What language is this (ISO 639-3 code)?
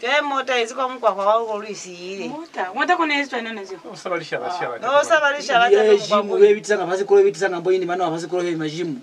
loz